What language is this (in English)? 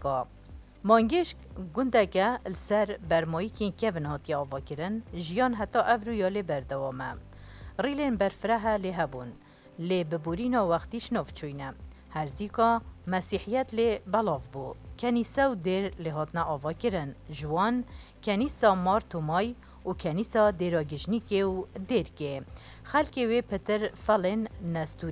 Kurdish